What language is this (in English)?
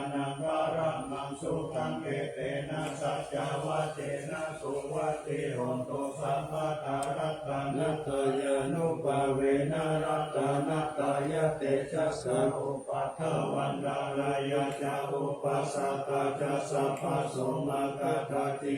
Pali